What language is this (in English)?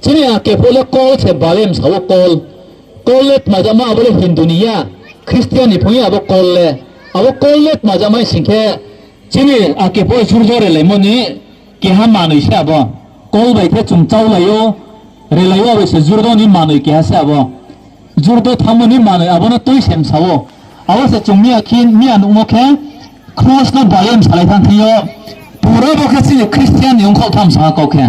Riang (India)